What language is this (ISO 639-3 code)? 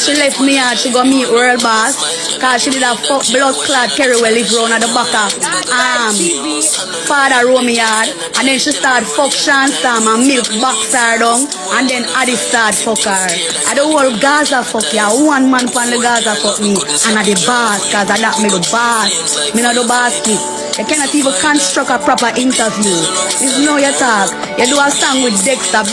jam